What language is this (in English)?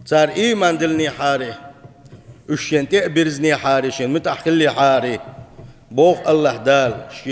Chechen